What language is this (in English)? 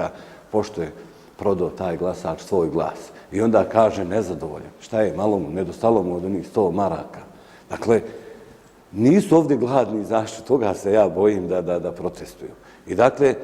Bosnian